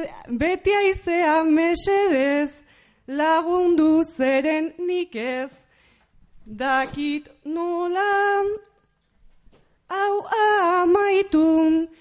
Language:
Basque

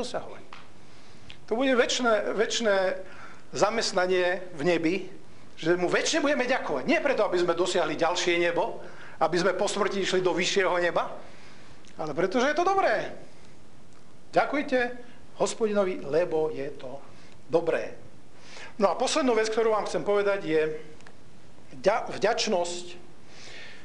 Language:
Slovak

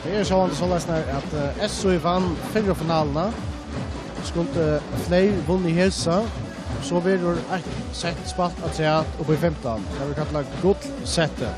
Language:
Faroese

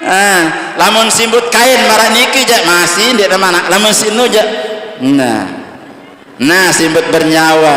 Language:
Sasak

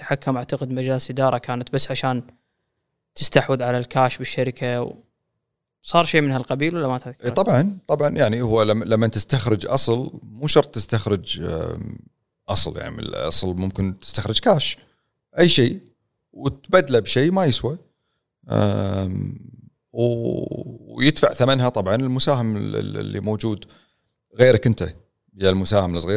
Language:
Gulf Arabic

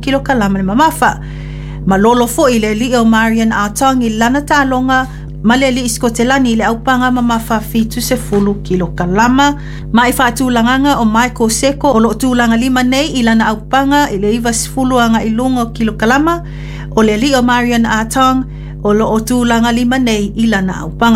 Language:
Samoan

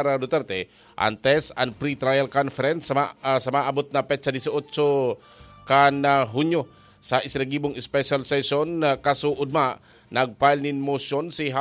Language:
Bikol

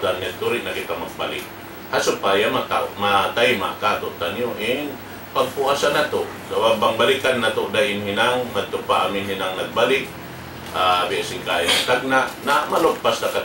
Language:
Tausug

